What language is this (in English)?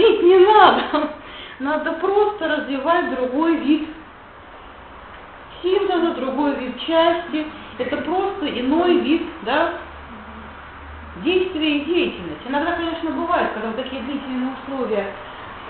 Russian